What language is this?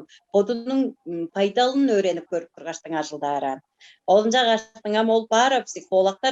Tuvinian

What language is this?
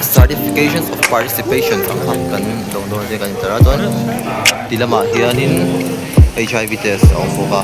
Mizo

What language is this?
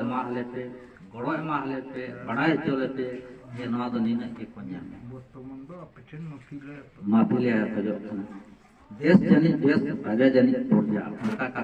Santali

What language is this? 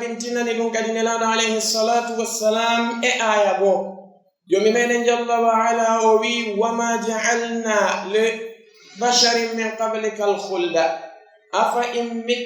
Fula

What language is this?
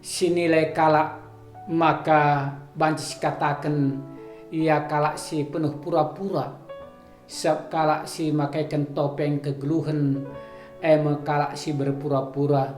Batak Karo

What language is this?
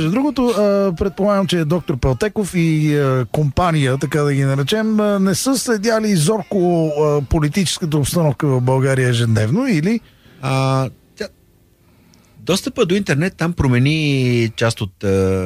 Bulgarian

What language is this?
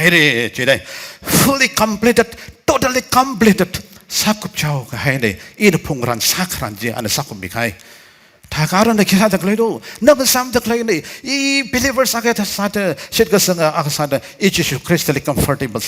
Tangkhul Naga (India)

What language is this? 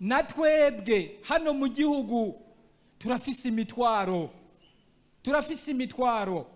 Rundi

